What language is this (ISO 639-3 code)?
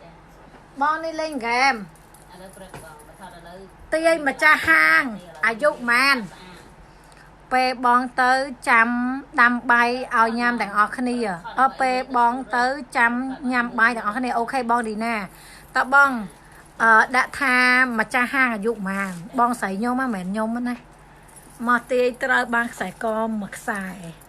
khm